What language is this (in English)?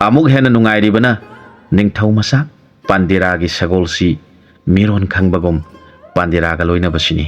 Manipuri